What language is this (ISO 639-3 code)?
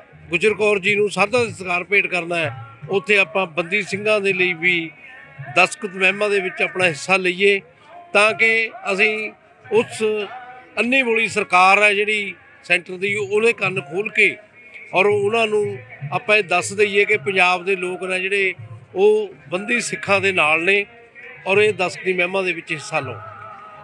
pan